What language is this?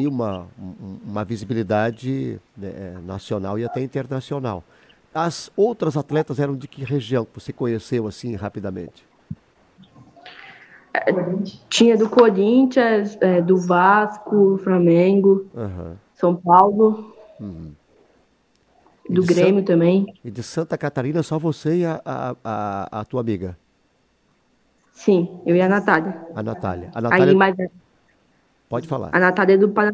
Portuguese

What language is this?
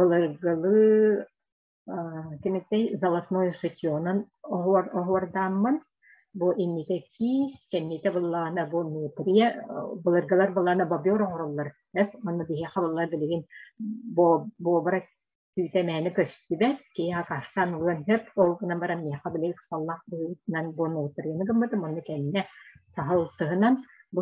Yakut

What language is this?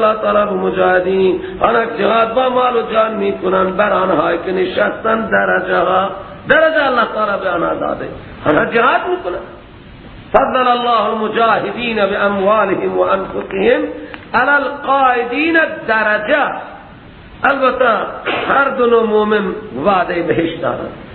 Persian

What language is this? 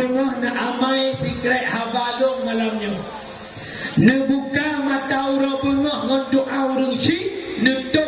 Achinese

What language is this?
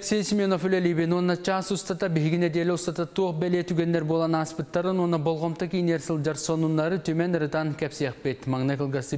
Yakut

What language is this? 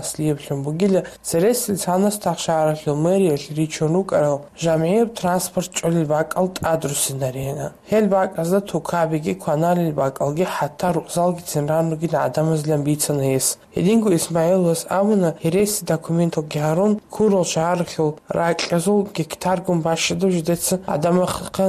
Avaric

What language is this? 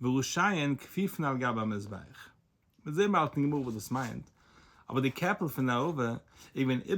Yiddish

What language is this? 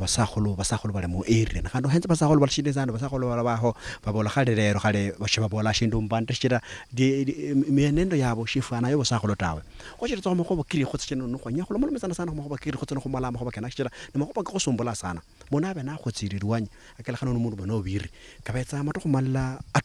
Luyia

